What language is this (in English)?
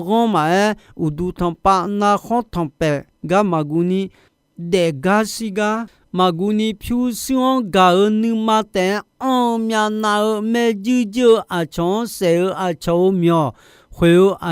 Akha